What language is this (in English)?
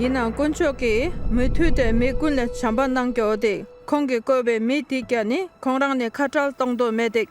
Dolpo